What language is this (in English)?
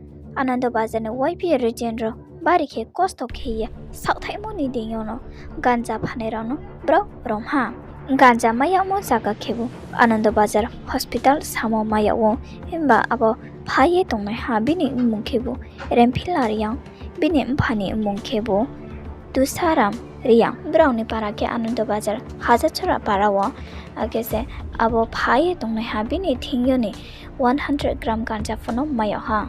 Riang (India)